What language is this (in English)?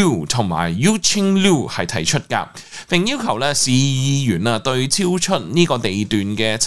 Cantonese